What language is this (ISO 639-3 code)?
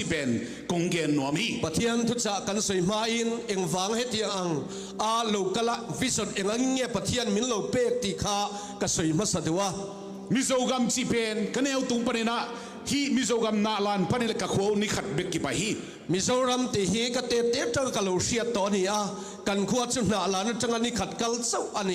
ctd